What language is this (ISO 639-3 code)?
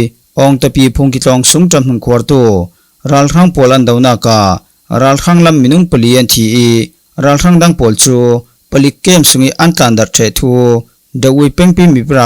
cfm